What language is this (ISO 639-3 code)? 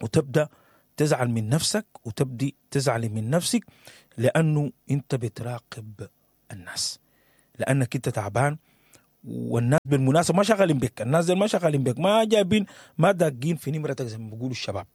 apd